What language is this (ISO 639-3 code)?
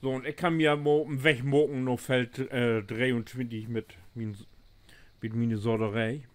nds